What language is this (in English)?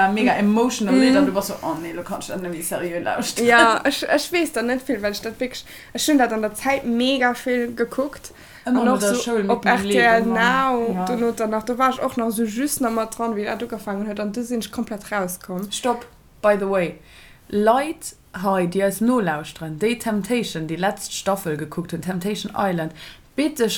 Luxembourgish